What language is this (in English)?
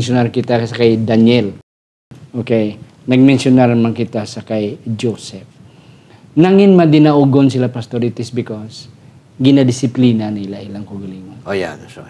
Hiligaynon